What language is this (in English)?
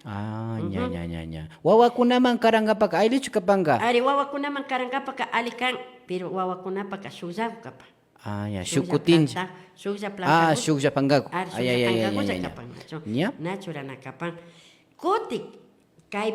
Imbabura Highland Quichua